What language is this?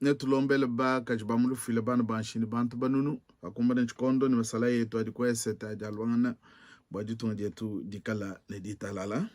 Luba-Lulua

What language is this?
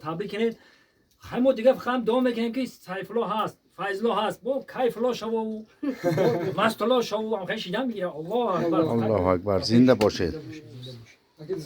Tajik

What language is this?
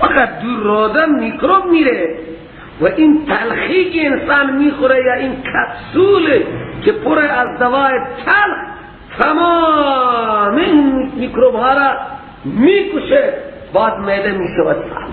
Persian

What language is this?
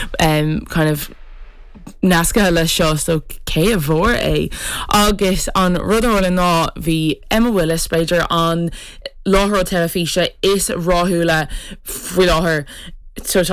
Irish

